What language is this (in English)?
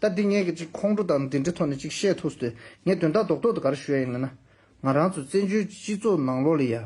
Tibetan